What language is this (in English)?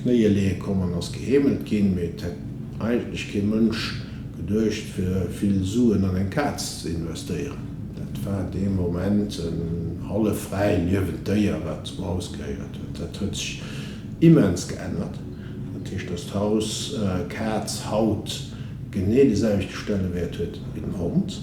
Luxembourgish